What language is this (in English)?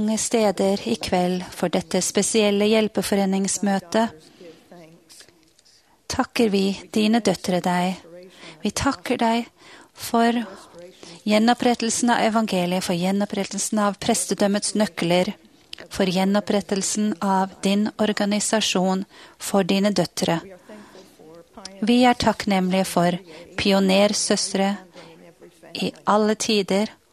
Norwegian